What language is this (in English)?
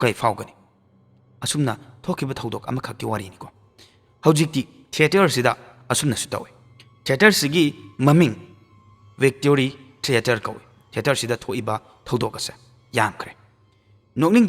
Manipuri